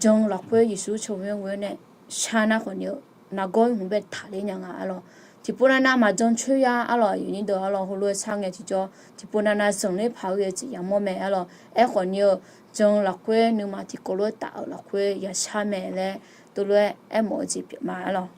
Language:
Akha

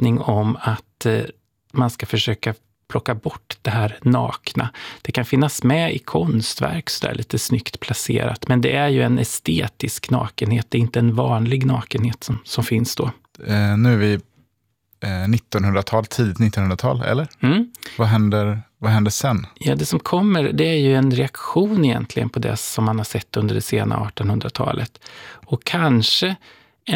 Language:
Swedish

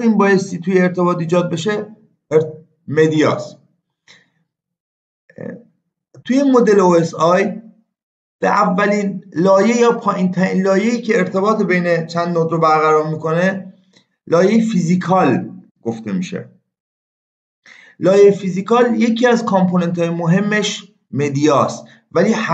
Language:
Persian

